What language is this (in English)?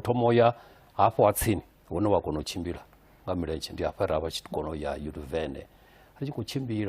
Venda